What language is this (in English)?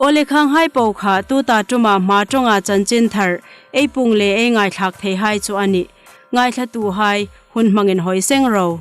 Hmar